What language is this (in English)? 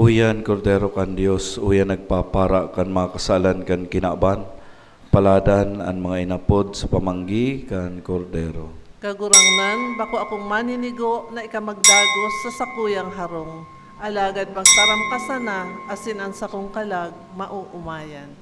Bikol